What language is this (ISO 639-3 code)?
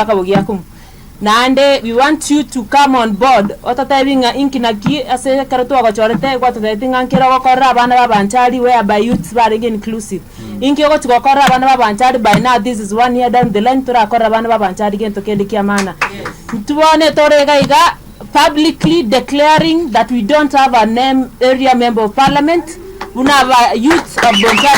guz